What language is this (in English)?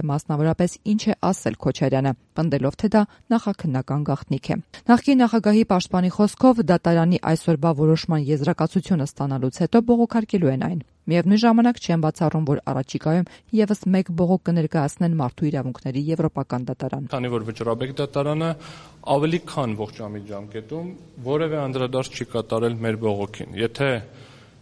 Armenian